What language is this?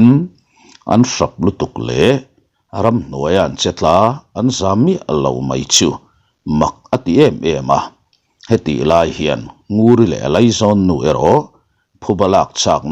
Mizo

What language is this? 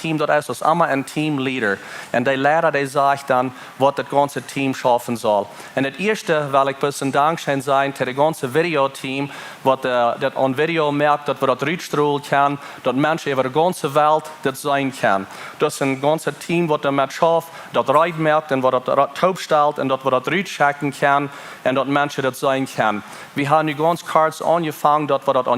Plautdietsch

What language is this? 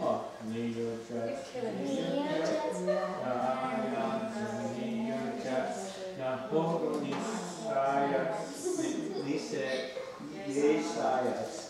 Mohawk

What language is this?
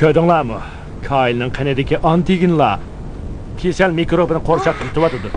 Uyghur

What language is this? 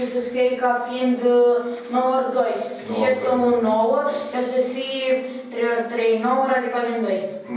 Romanian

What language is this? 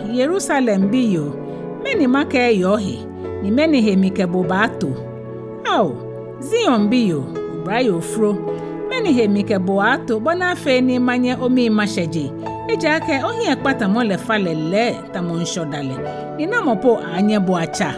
Ga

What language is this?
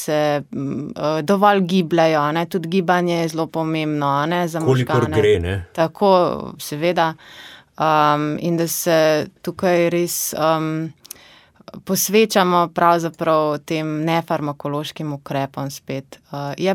Slovenian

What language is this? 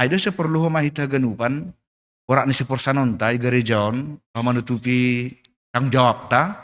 Batak Simalungun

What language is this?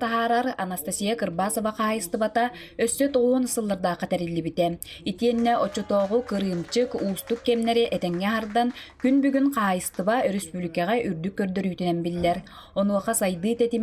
Yakut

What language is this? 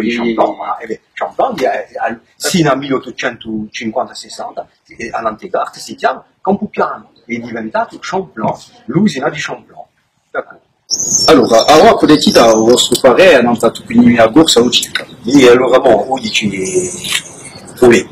Corsican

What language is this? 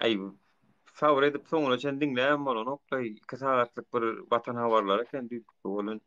Turkmen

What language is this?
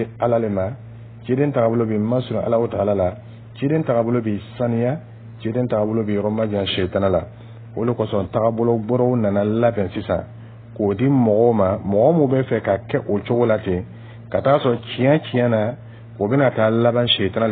Dyula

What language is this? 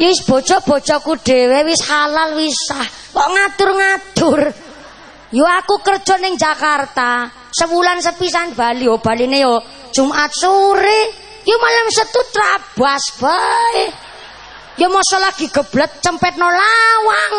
Javanese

